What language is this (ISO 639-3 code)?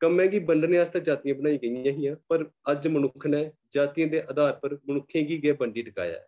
doi